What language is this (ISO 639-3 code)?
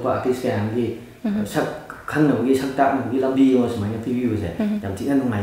mni